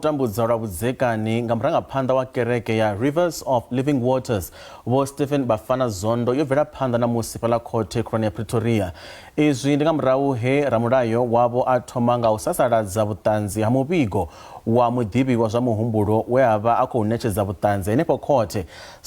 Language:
Venda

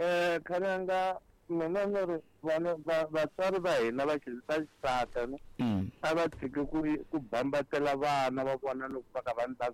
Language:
Tsonga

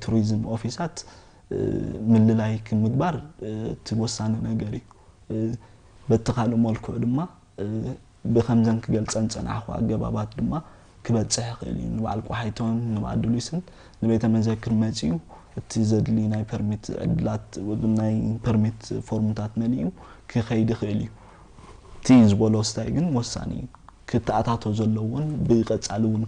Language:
Tigrinya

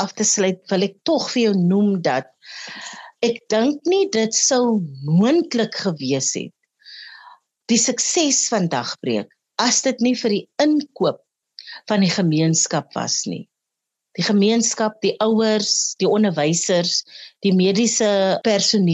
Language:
Afrikaans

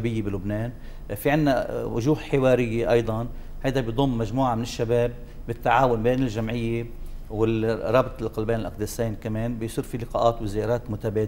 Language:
North Levantine Arabic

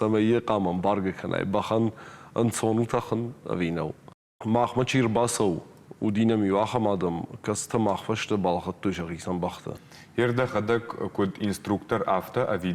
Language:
Ossetic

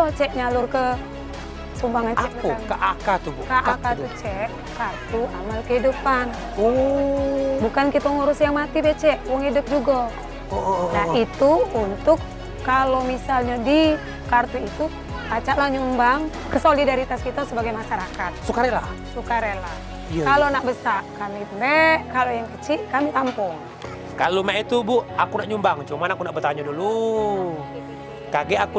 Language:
Musi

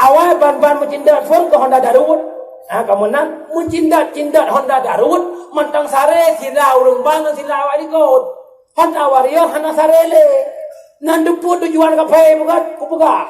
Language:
Achinese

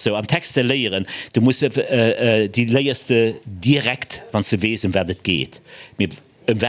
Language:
Luxembourgish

